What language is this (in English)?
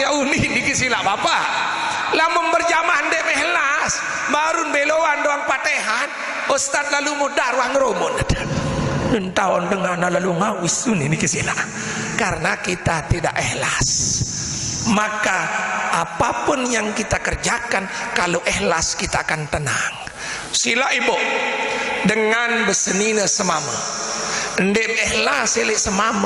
Sasak